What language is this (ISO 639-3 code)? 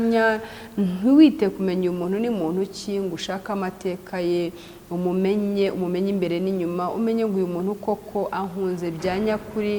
kin